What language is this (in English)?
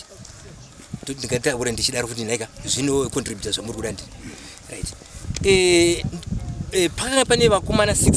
Shona